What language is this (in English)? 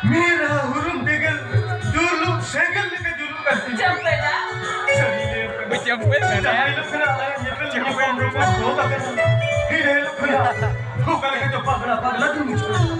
Santali